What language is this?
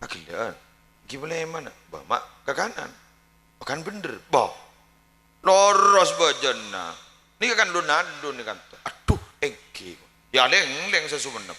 Madurese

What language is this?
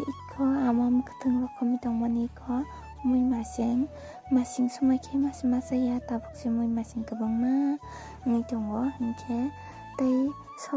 Kok Borok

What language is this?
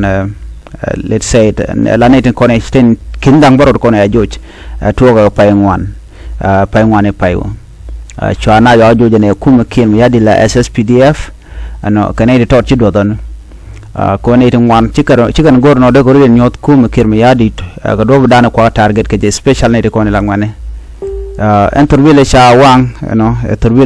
Nuer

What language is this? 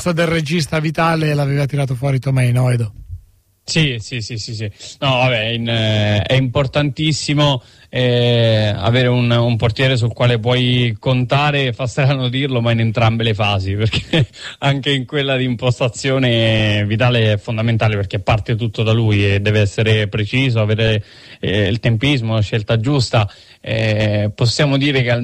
Italian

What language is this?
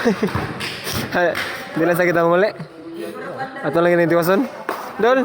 Cebuano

